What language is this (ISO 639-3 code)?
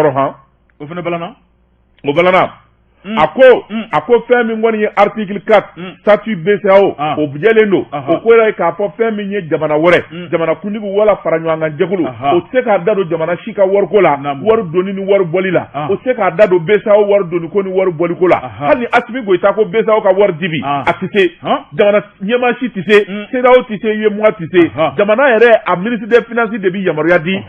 bam